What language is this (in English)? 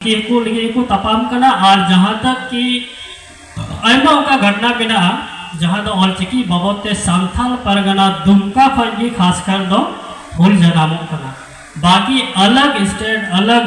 Santali